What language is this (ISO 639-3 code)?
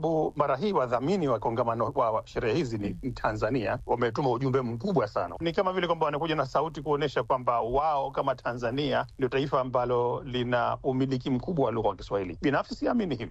swa